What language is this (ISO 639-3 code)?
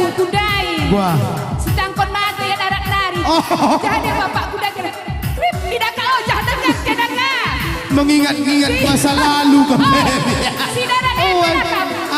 btx